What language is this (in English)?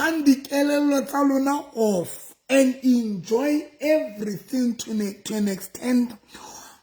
Southern Sotho